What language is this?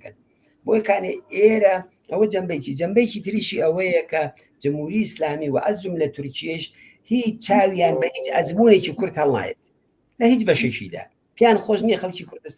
Central Kurdish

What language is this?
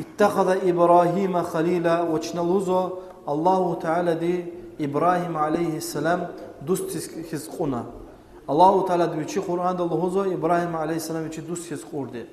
Lezghian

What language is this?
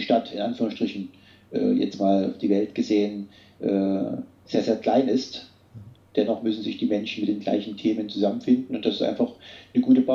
German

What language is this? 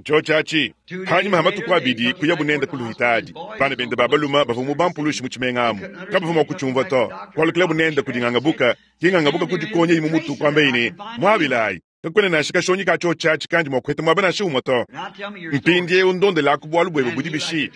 Luba-Lulua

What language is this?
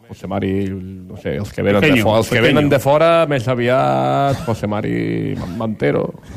Catalan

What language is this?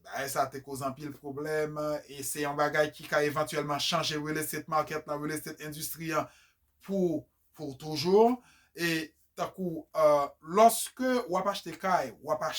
Haitian Creole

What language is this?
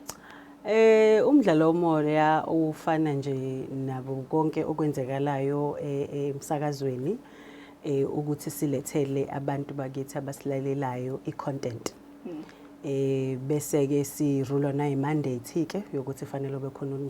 Zulu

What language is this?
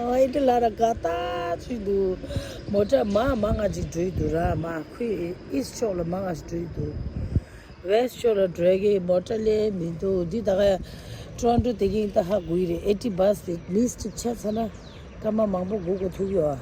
Tibetan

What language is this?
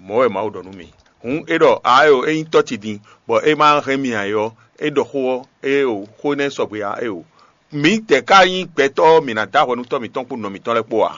Fon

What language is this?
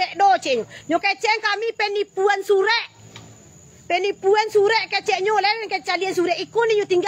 Minangkabau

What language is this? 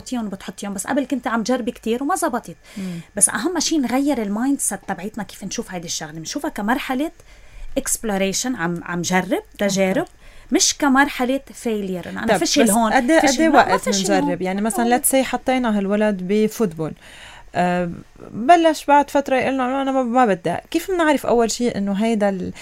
North Levantine Arabic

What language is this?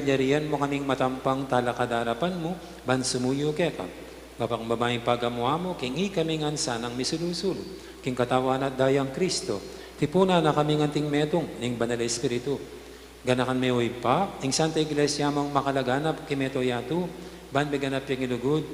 Pampanga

